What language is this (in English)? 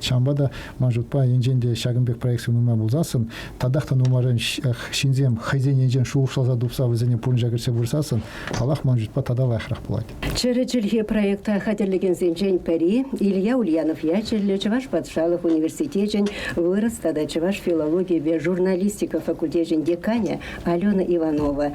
Chuvash